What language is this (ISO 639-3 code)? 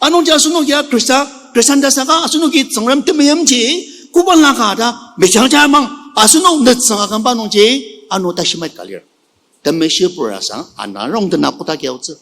njo